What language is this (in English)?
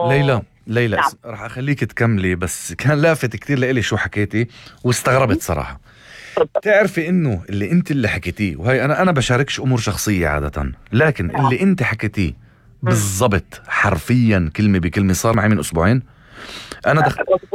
North Levantine Arabic